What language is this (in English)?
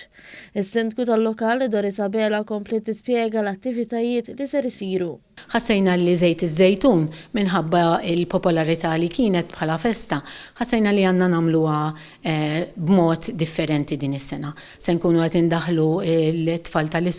Maltese